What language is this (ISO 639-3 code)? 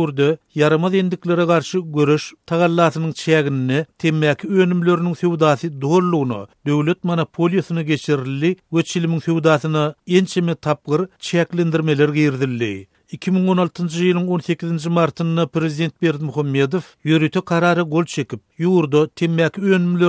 tuk